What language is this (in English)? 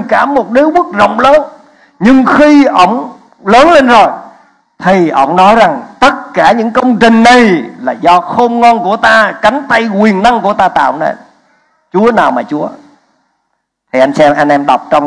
Vietnamese